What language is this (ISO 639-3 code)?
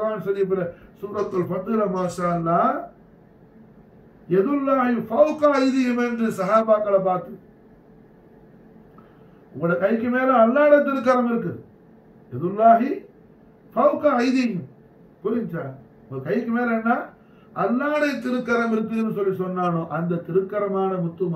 tam